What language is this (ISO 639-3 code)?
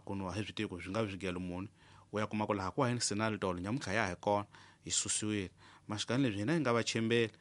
tso